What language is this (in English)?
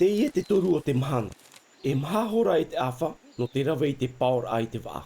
Tahitian